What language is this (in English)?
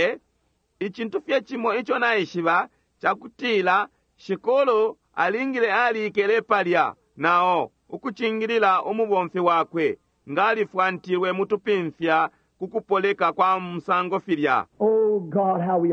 Bemba